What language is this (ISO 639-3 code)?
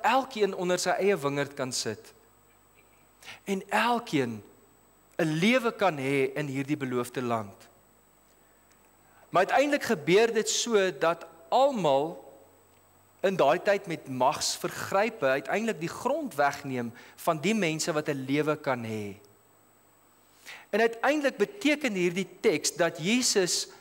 afr